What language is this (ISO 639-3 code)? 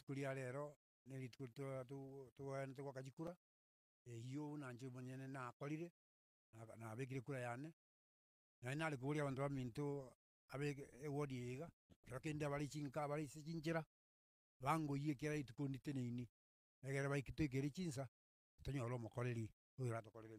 guz